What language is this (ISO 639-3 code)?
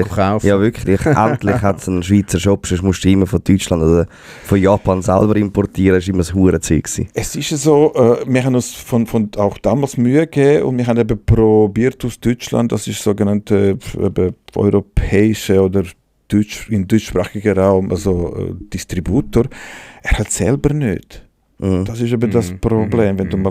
gsw